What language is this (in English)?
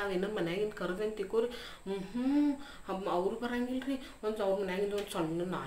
Kannada